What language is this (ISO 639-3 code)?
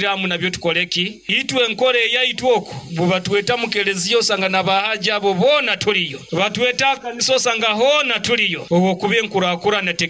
nyo